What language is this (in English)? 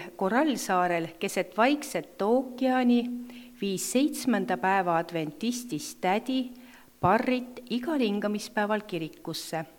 Estonian